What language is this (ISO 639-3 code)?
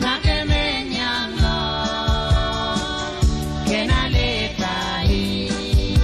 pon